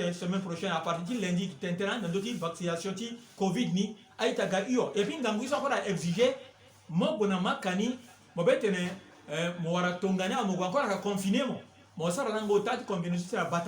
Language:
Sango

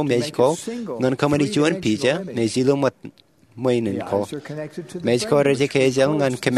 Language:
Marshallese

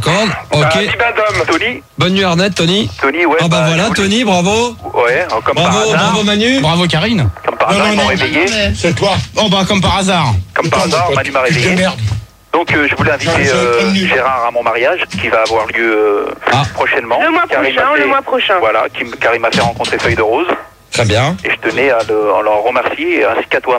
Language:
French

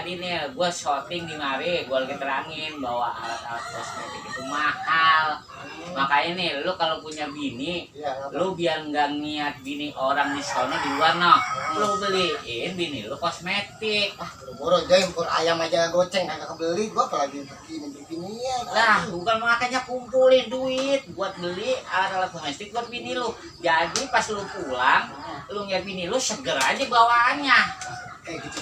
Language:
Betawi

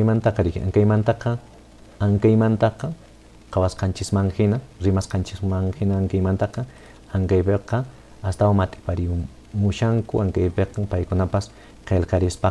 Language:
Quechua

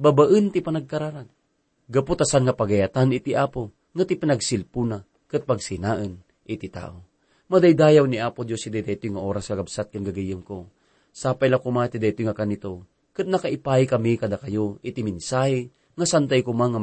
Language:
Iloko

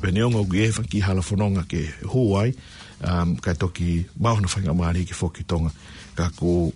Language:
Tongan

